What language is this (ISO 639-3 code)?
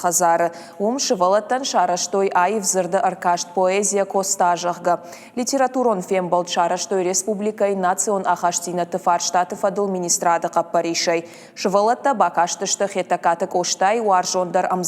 oss